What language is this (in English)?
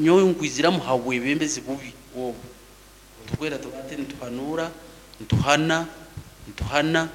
Nyankole